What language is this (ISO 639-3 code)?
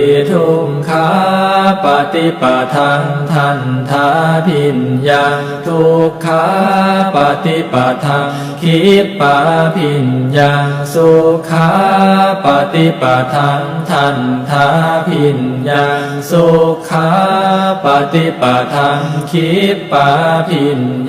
pli